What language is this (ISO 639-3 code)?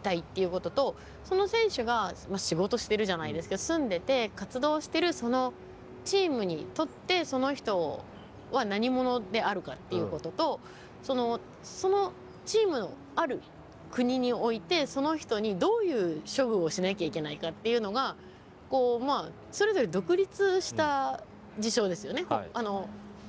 jpn